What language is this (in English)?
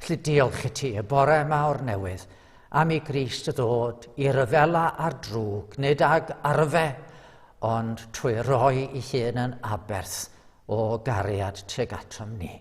Welsh